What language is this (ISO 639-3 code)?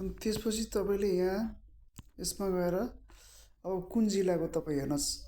nep